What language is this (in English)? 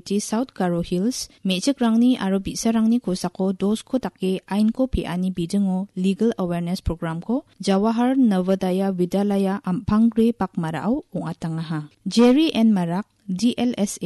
Garo